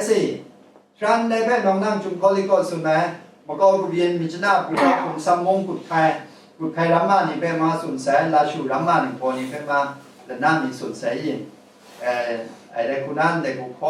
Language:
Kachin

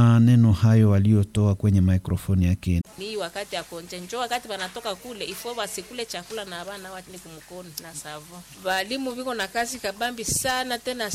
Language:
Swahili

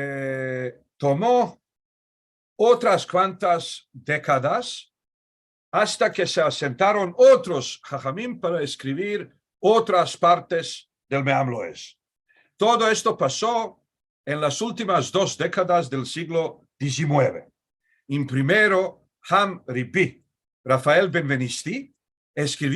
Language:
Ladino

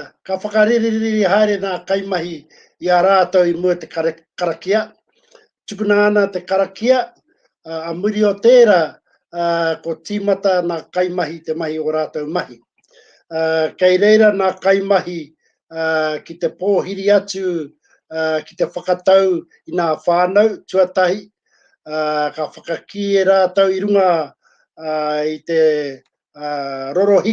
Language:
Māori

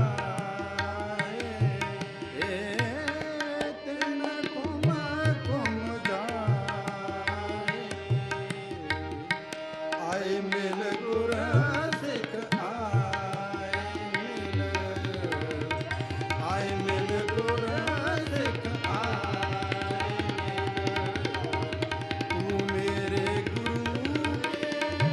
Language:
Punjabi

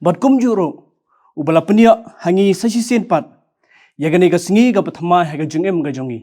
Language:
Khasi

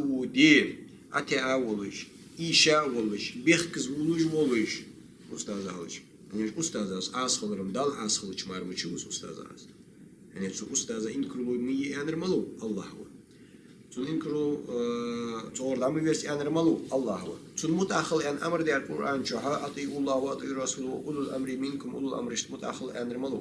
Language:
Ingush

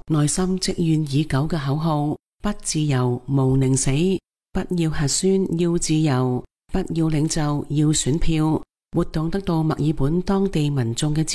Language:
Cantonese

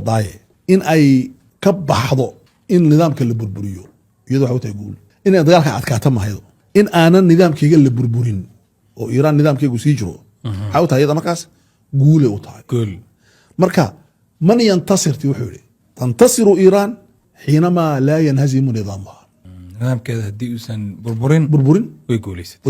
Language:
Somali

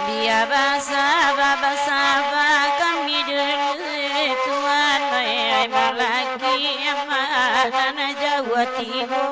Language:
Minangkabau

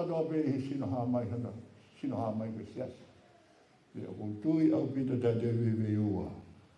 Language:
Tongan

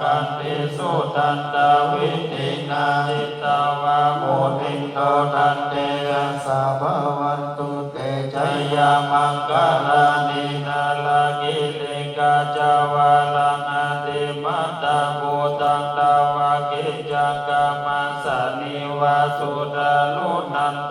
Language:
Pali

